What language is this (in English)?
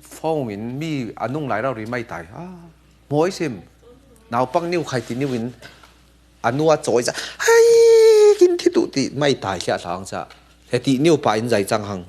Falam Chin